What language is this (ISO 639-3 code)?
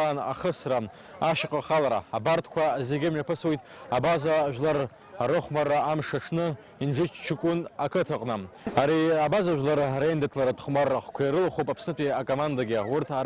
abk